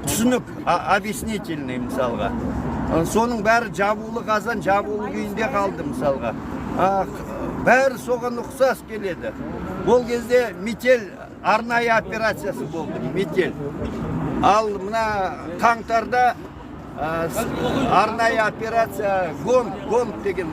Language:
Kazakh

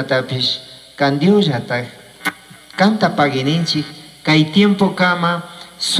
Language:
Chimborazo Highland Quichua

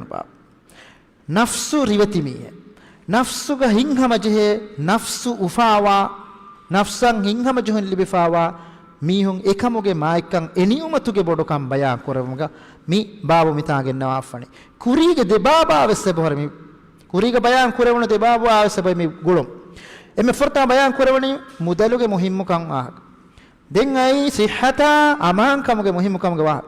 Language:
Divehi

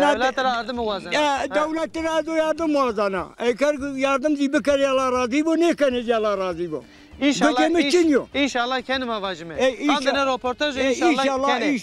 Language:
Zaza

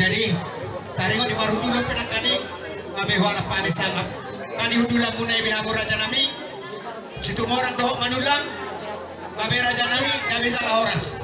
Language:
Batak Toba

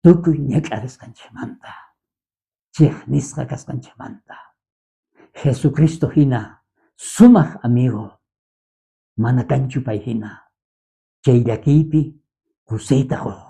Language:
South Bolivian Quechua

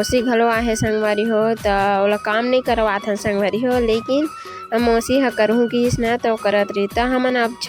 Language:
Chhattisgarhi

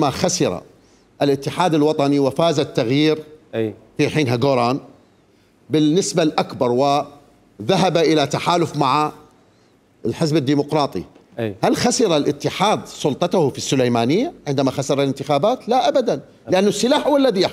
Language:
Mesopotamian Arabic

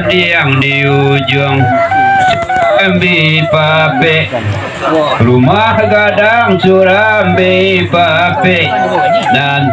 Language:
Minangkabau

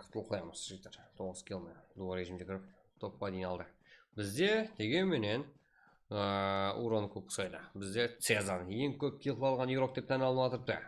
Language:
Kara-Kalpak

